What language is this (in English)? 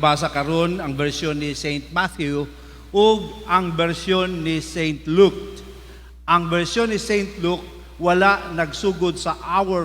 Cebuano